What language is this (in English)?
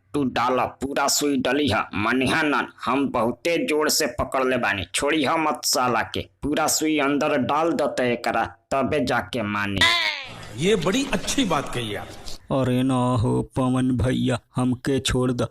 Bhojpuri